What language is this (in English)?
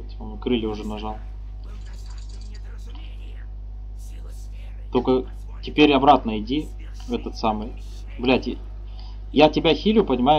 Russian